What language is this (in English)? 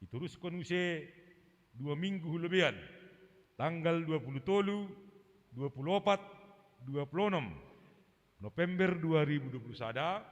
Batak Simalungun